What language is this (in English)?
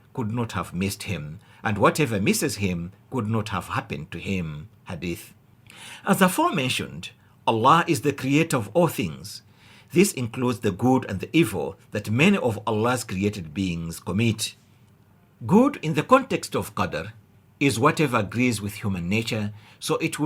English